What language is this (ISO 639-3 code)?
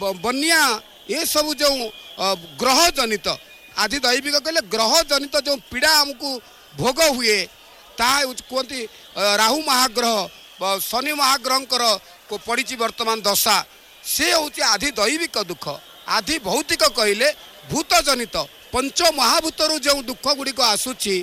ori